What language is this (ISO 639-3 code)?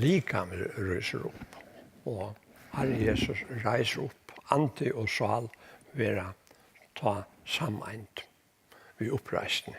fao